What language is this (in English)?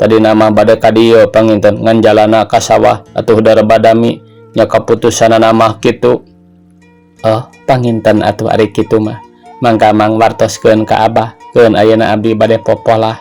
Sundanese